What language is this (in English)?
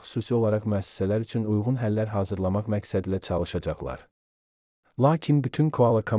Azerbaijani